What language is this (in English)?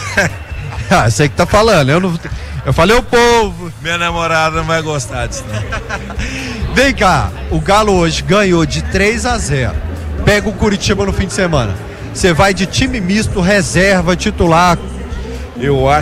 Portuguese